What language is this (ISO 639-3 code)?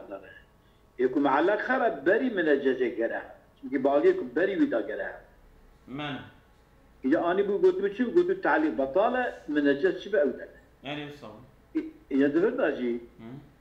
kur